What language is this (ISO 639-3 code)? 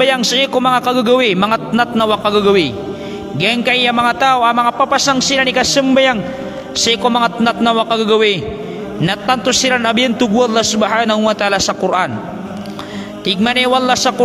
mrw